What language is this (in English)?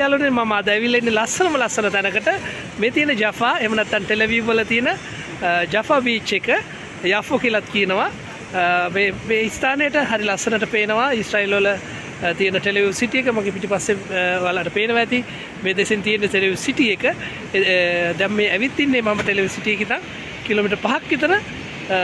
Sinhala